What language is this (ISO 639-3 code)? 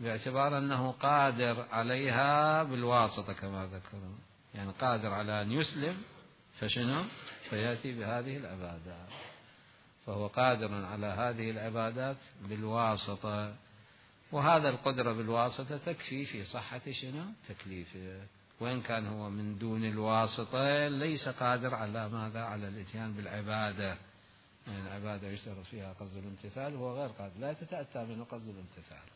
acm